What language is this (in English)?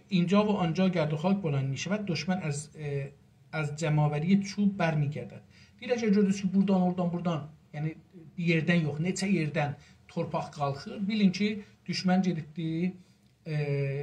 South Azerbaijani